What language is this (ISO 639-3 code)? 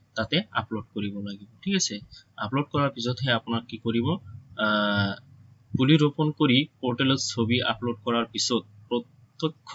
asm